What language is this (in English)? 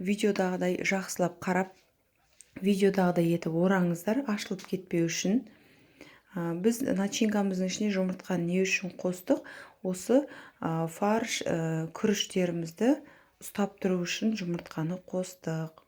Kazakh